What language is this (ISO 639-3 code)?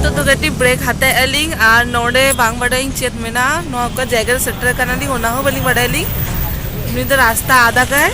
sat